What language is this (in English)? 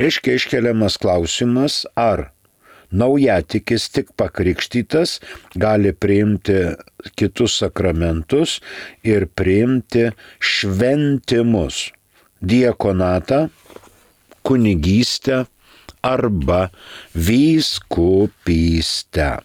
Lithuanian